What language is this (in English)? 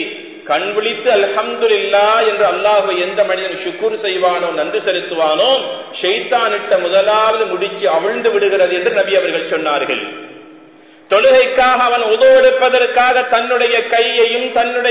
Tamil